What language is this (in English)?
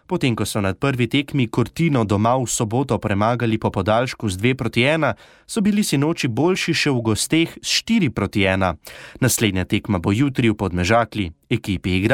Slovenian